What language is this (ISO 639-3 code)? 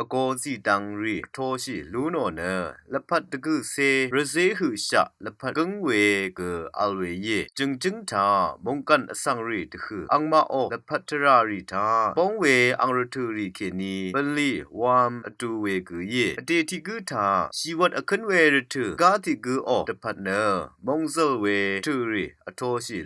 raw